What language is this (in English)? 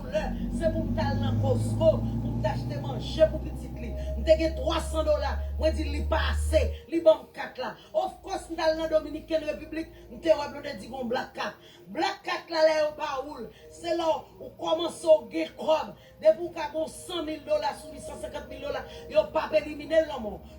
Haitian Creole